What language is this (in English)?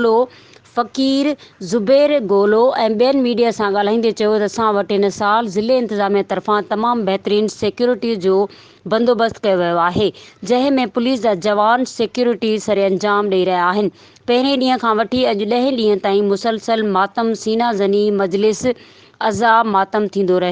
Sindhi